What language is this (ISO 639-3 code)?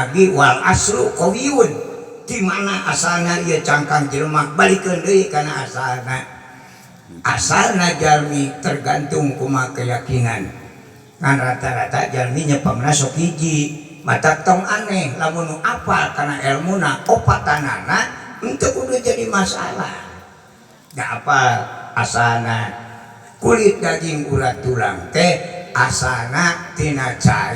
sun